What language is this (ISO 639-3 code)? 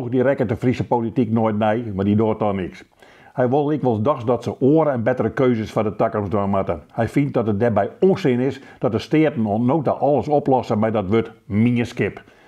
fry